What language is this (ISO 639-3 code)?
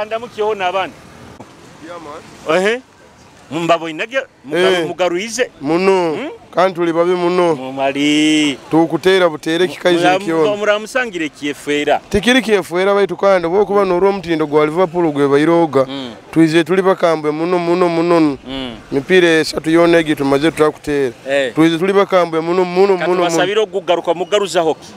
nyo